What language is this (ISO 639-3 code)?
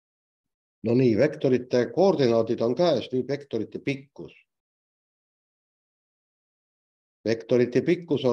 est